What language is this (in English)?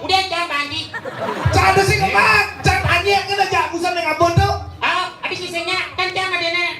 Balinese